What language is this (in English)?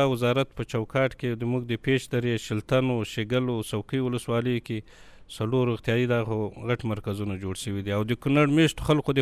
Pashto